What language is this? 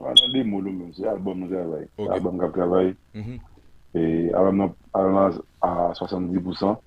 Haitian Creole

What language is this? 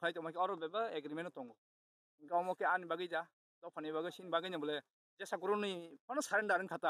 Kok Borok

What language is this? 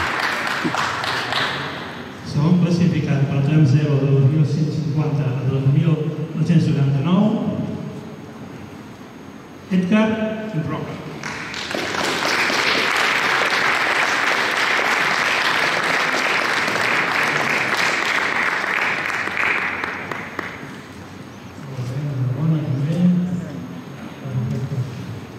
Catalan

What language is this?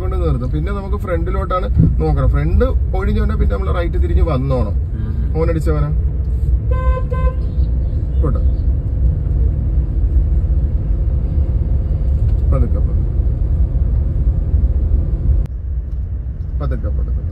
Malayalam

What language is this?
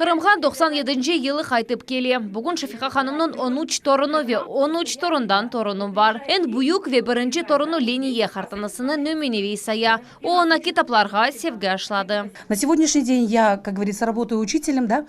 Crimean Tatar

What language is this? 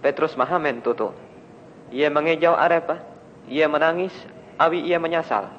Ngaju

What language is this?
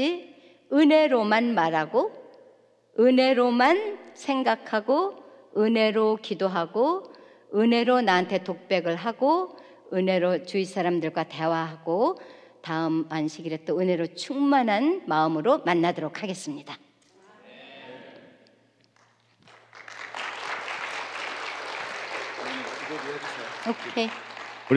Korean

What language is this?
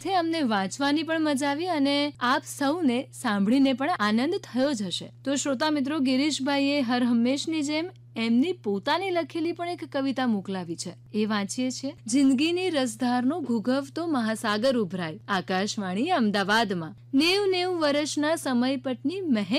Gujarati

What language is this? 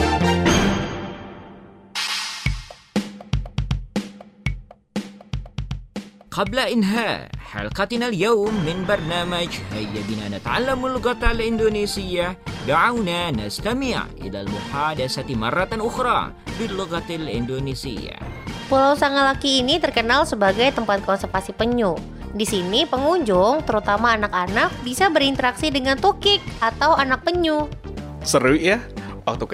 Indonesian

